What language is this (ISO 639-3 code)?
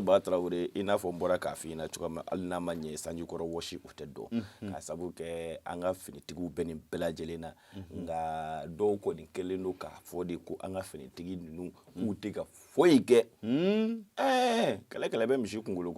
bam